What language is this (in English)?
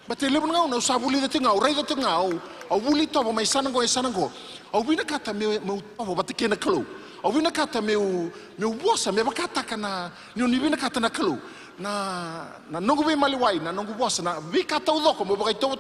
Fijian